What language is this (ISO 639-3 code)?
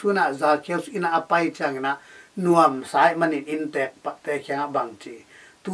ctd